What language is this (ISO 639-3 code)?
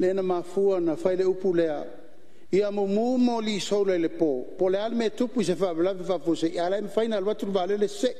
smo